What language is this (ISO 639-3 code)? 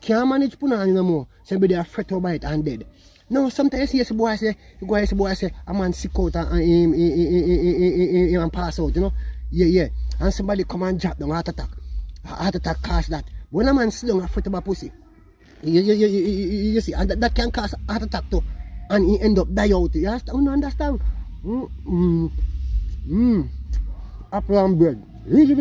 jam